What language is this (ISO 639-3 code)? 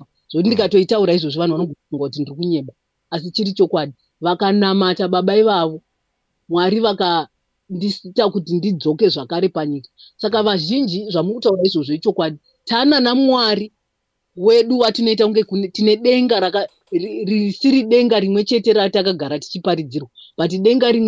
sna